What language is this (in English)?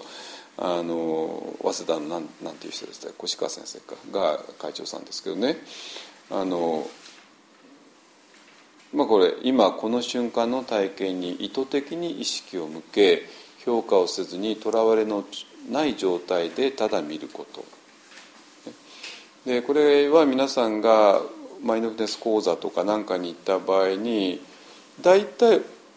Japanese